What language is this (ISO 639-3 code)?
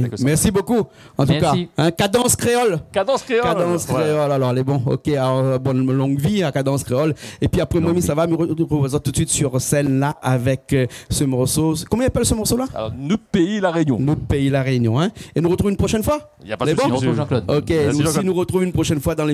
rcf